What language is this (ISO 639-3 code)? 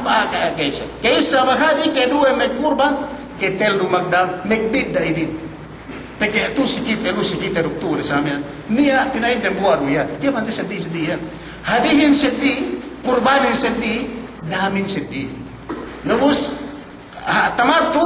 yka